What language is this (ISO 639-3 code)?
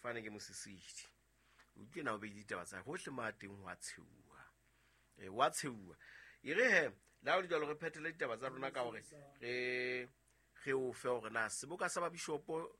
sot